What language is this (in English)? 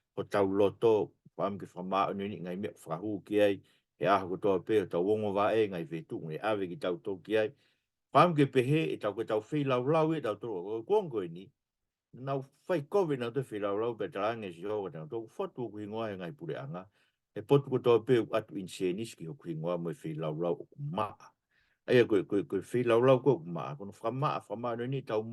Tongan